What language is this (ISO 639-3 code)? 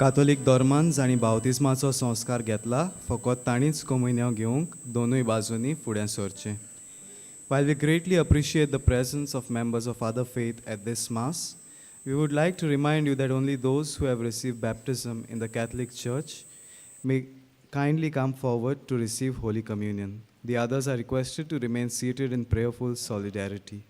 kok